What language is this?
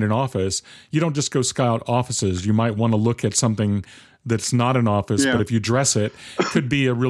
English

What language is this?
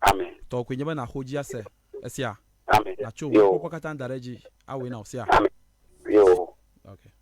Ewe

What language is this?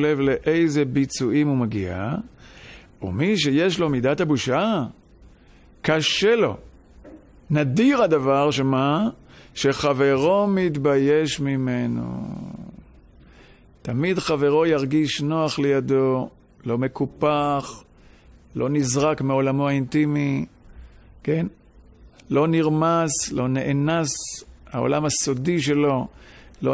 Hebrew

